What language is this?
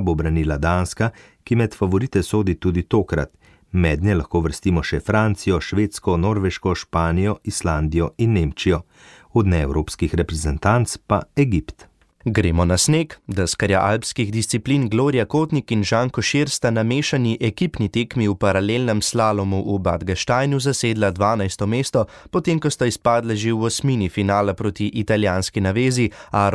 Slovenian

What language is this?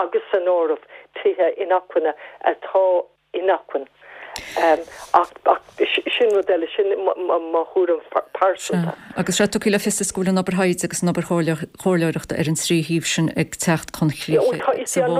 Irish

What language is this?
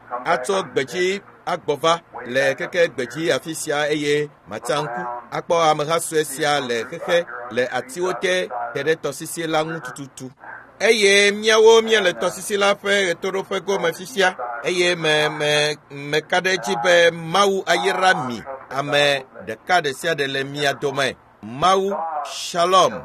Ewe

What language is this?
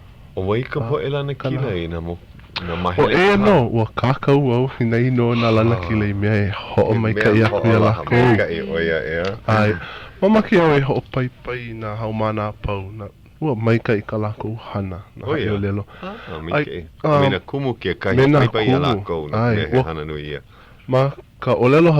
Hawaiian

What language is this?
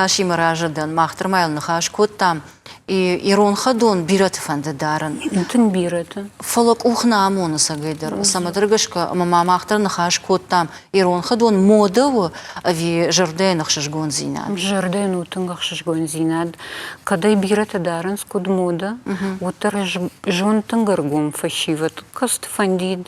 Ossetic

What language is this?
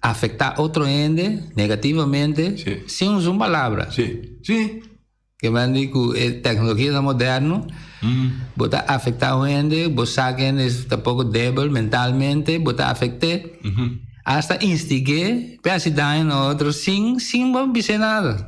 Papiamento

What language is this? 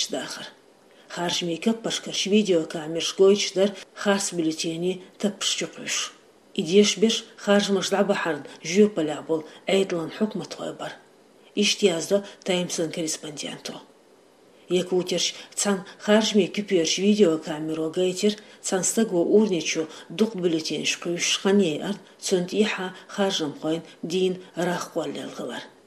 Chechen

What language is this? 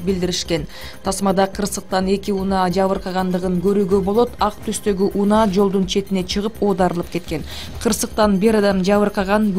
Kyrgyz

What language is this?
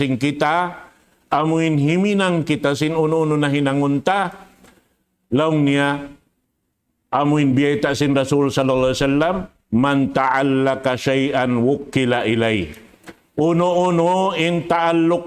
Tausug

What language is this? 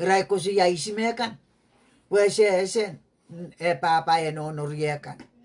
Pohnpeian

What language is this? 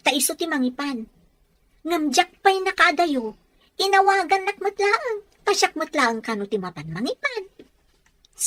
Iloko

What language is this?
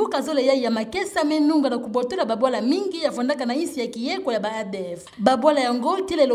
Kituba (Democratic Republic of Congo)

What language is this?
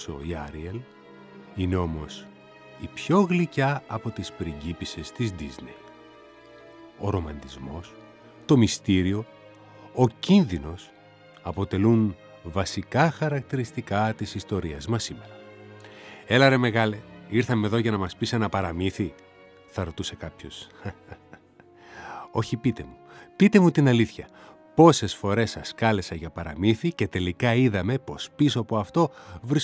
Greek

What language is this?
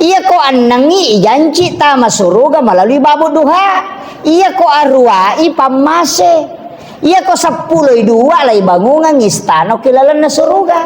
Buginese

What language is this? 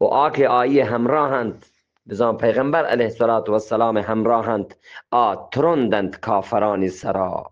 Eastern Balochi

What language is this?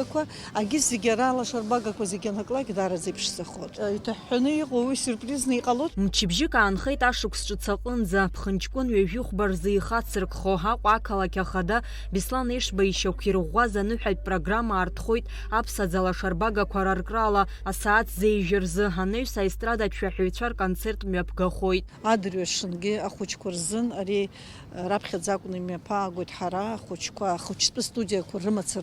Abkhazian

